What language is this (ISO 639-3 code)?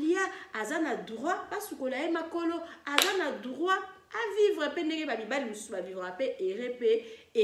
lin